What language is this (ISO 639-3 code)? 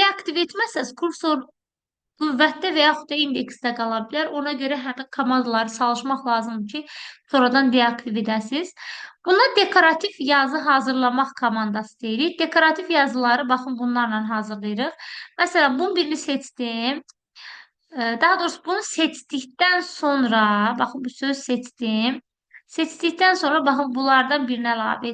aze